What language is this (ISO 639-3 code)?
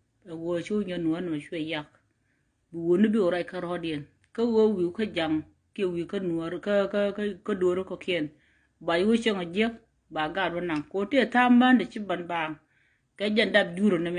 nus